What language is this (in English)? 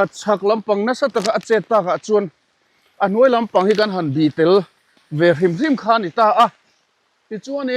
Mizo